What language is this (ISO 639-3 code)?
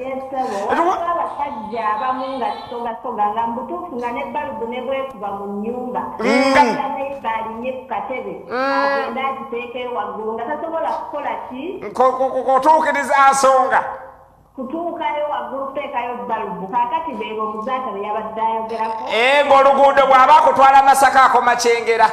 lug